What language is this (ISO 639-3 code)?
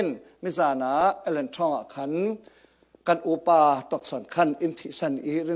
cfm